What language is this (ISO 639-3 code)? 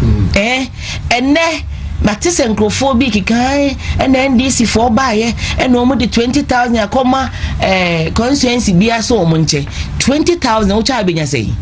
aka